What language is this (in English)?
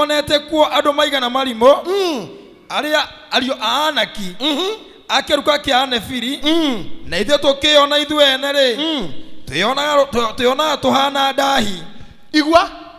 Kikuyu